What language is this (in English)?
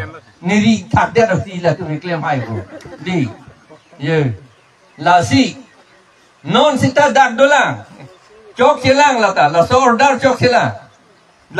Karbi